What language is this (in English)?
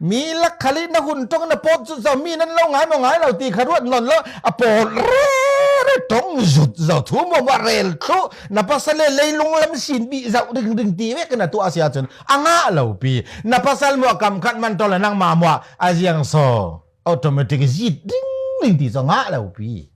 Falam Chin